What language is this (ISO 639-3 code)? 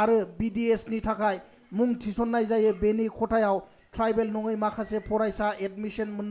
brx